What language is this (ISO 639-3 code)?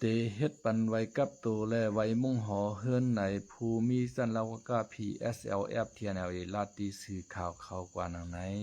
shn